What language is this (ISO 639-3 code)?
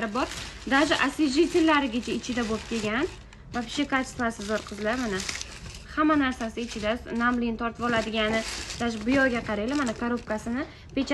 uzb